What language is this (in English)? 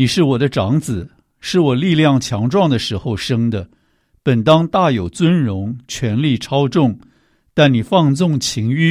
Chinese